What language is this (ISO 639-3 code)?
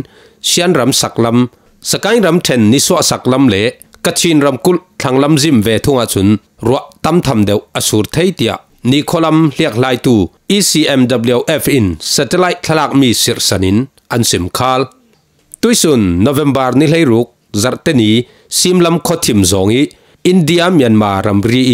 cfm